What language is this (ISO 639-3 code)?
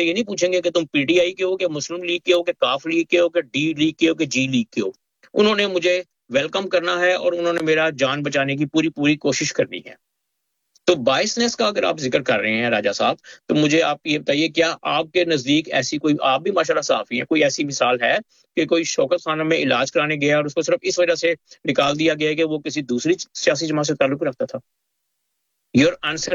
urd